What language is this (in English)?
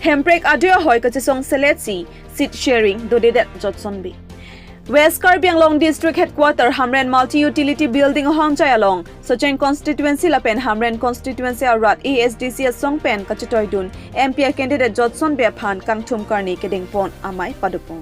Karbi